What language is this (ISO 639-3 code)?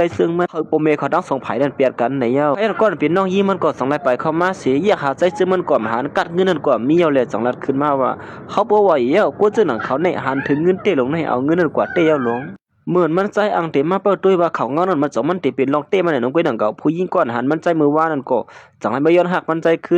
shn